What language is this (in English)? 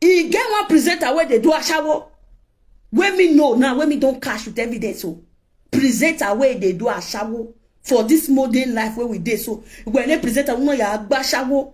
Nigerian Pidgin